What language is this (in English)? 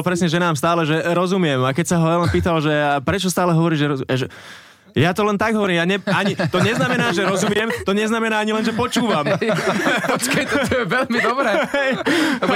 Slovak